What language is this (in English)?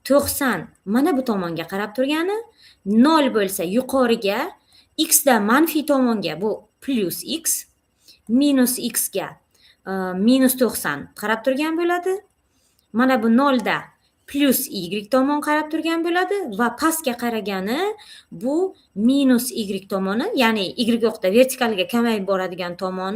Uzbek